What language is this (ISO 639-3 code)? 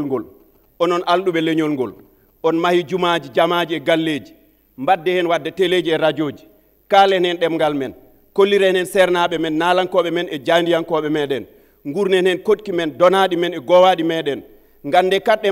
ful